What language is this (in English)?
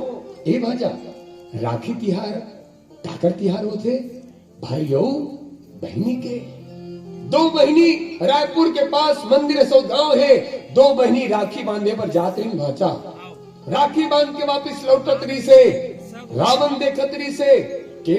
Chhattisgarhi